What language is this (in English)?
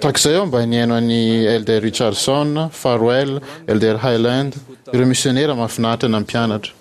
Malagasy